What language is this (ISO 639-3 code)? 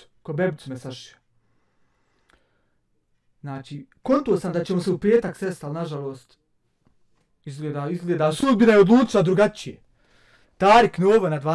bos